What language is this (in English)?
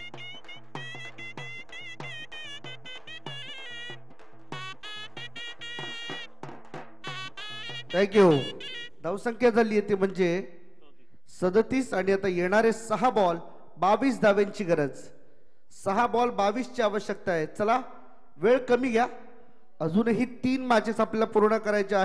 Marathi